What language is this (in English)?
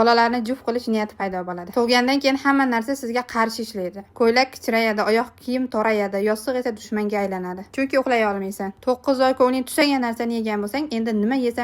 Uzbek